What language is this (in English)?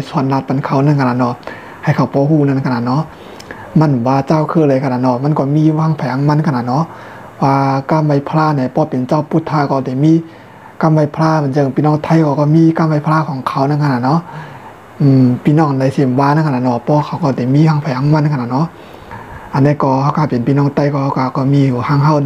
Shan